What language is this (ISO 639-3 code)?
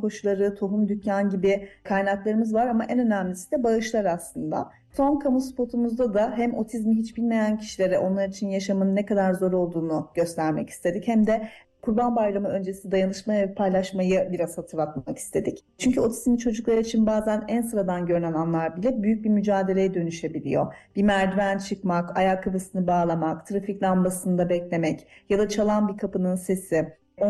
tur